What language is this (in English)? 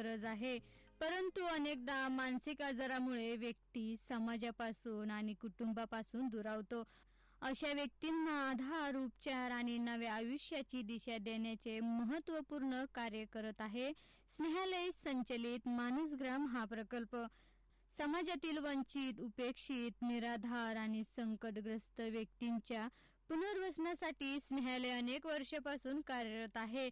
Marathi